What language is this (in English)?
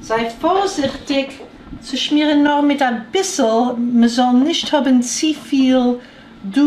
Yiddish